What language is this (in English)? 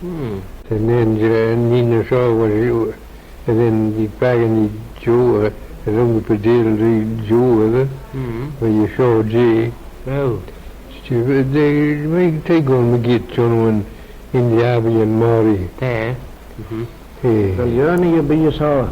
Manx